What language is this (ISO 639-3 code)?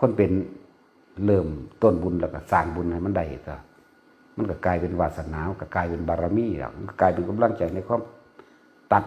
tts